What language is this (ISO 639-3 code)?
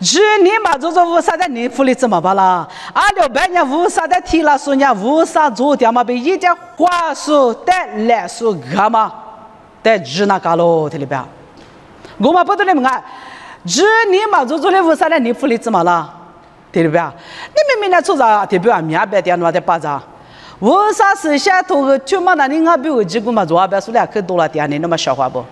lis